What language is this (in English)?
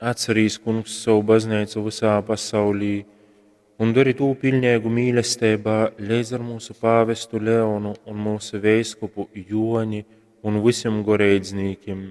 Latgalian